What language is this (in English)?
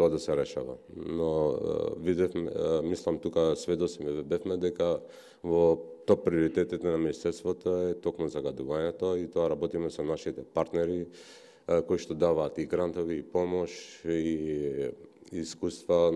Macedonian